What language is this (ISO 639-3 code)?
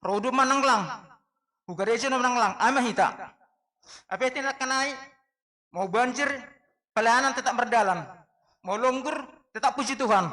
bts